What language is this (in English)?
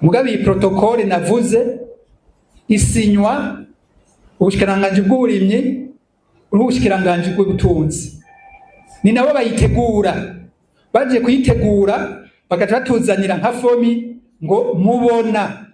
Rundi